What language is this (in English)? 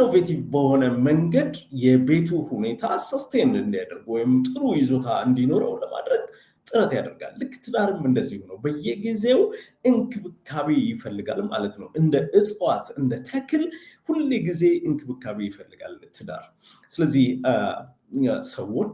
Amharic